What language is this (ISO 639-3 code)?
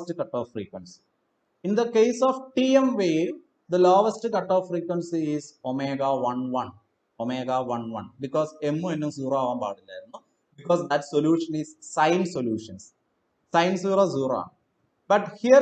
mal